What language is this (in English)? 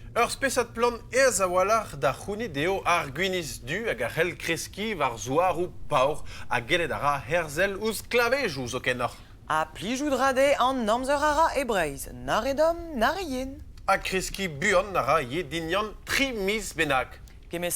Breton